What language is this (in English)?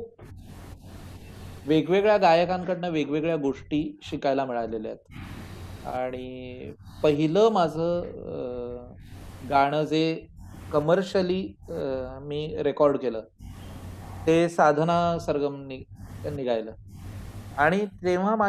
Marathi